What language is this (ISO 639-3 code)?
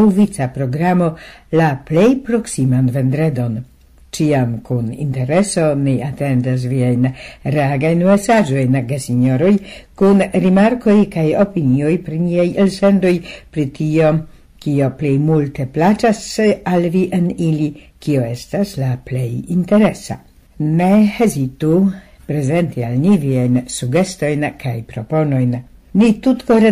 epo